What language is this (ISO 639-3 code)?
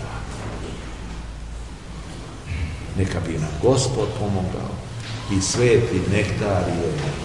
srp